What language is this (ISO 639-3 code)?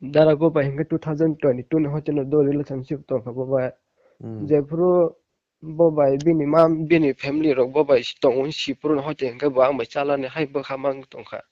trp